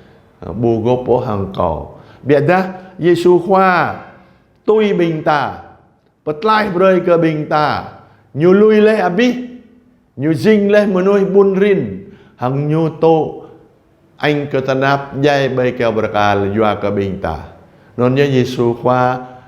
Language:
Jarai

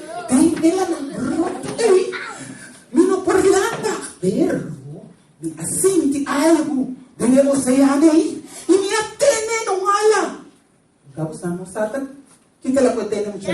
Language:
Papiamento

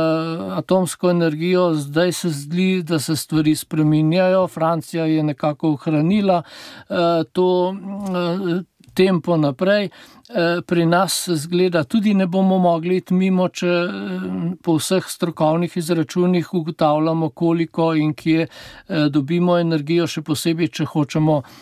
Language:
Slovenian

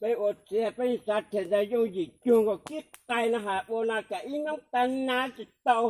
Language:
Hmong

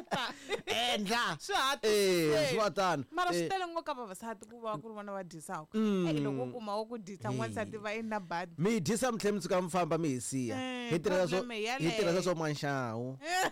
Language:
Tsonga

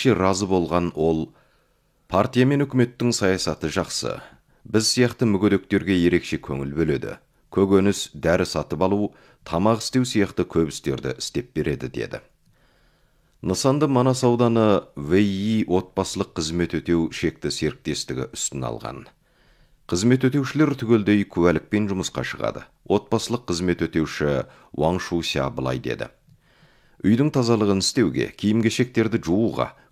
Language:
Kazakh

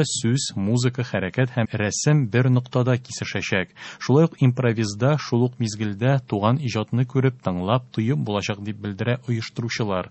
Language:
Tatar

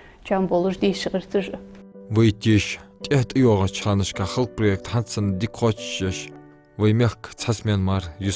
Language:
Ingush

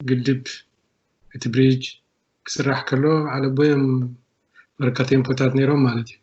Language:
Tigrinya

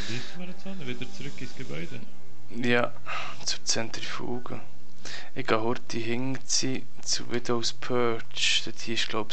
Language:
Swiss German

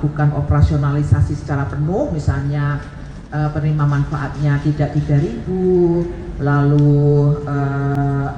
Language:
Indonesian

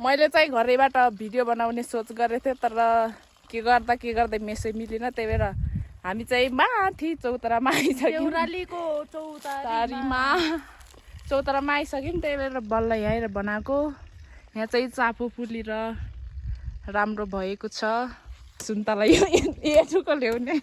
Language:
Nepali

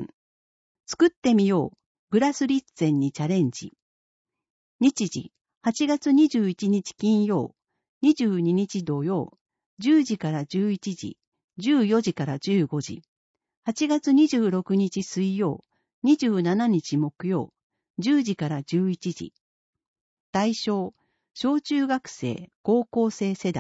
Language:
Japanese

